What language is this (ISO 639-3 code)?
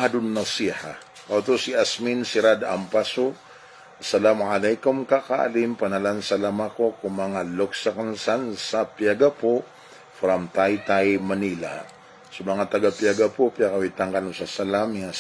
mrw